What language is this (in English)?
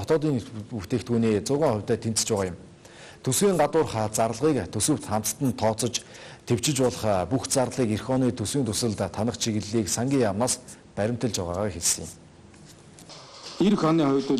Mongolian